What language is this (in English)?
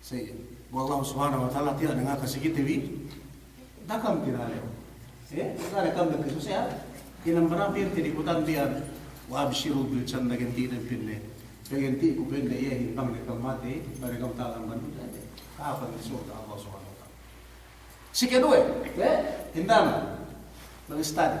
Yakan